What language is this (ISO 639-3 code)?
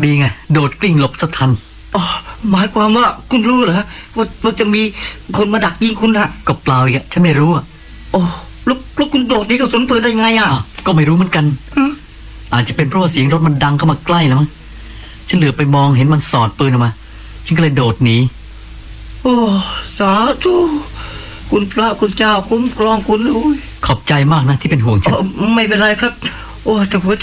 tha